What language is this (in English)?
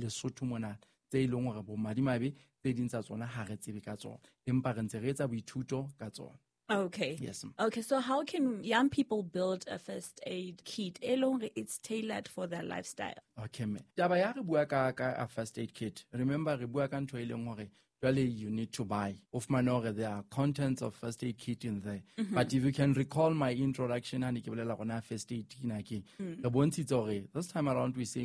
Southern Sotho